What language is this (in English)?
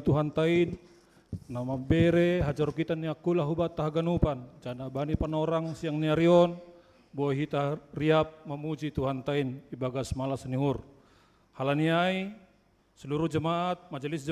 Batak Simalungun